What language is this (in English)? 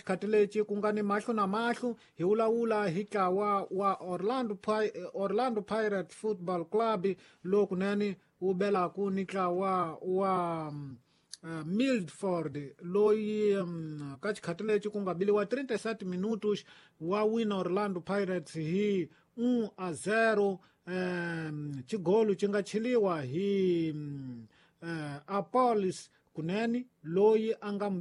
Tsonga